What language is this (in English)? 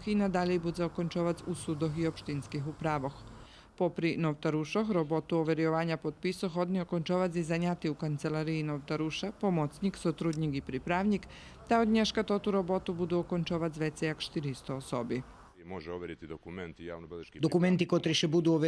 Rusyn